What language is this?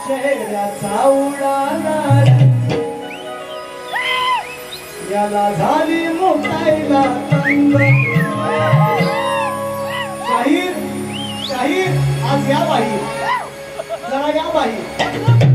Marathi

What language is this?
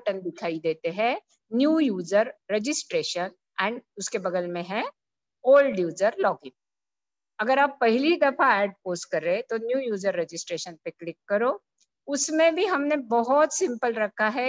Hindi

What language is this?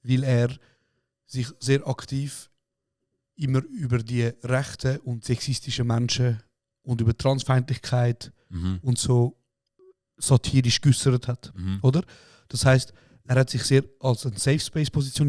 Swiss German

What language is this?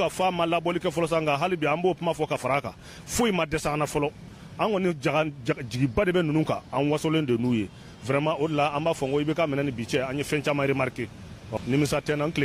Bambara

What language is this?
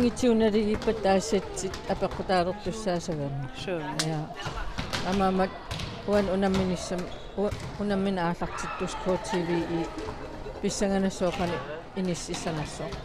Kalaallisut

